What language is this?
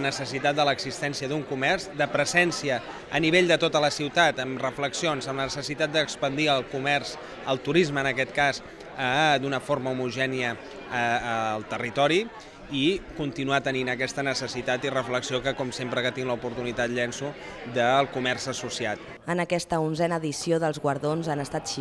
Catalan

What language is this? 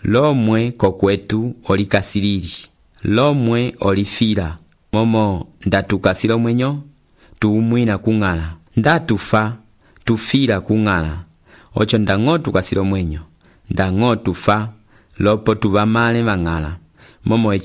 Umbundu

